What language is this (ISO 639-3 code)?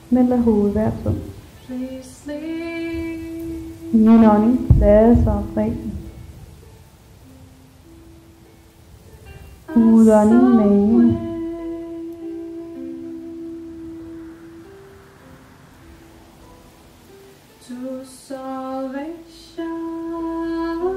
dan